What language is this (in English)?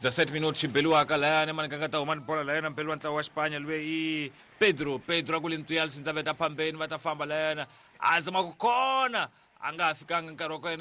Tsonga